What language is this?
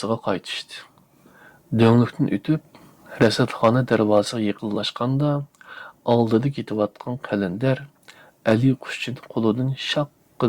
Uyghur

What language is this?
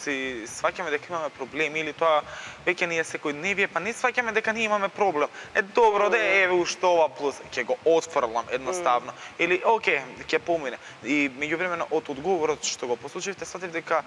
Macedonian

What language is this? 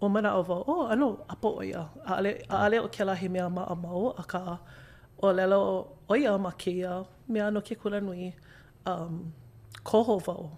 Hawaiian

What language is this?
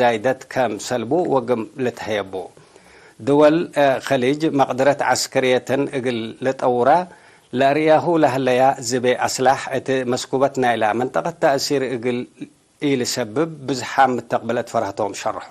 Tigre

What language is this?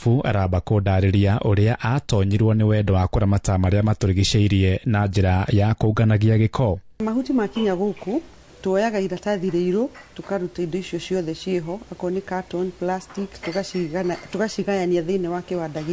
Kikuyu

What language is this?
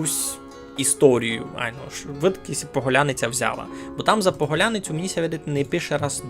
Rusyn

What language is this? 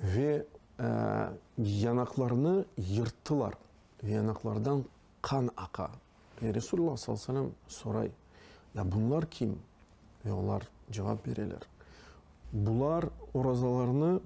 Crimean Tatar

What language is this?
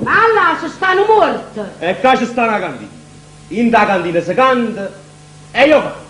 Neapolitan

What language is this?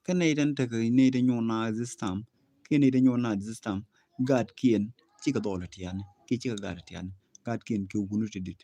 Nuer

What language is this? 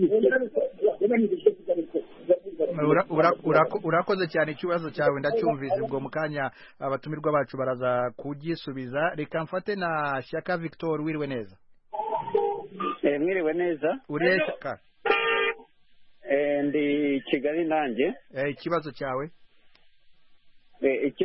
Kinyarwanda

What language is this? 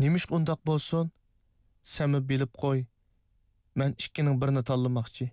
Uyghur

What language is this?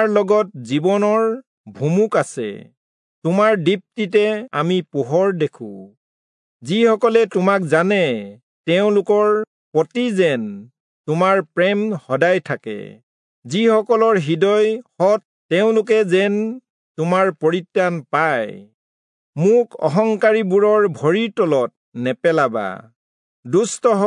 Assamese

